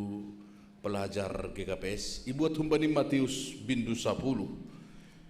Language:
Batak Simalungun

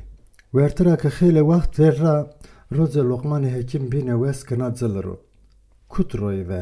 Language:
Zaza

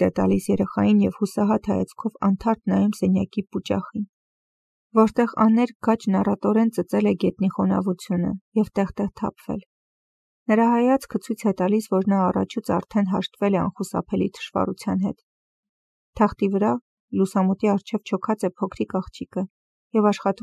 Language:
Armenian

